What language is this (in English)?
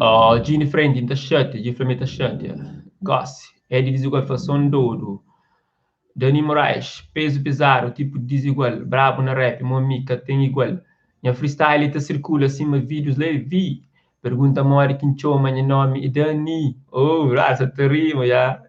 Kabuverdianu